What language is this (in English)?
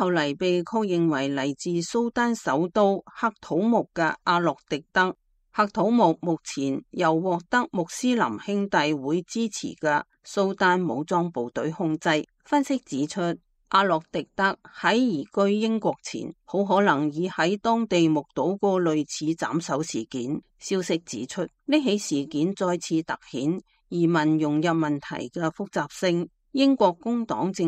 Cantonese